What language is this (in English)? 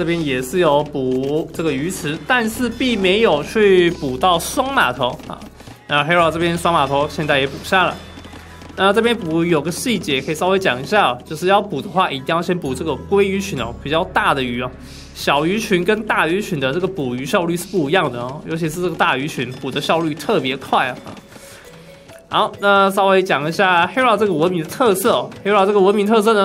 Chinese